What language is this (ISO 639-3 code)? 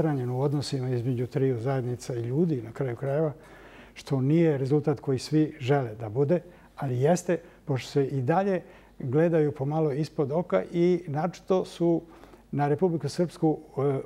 bos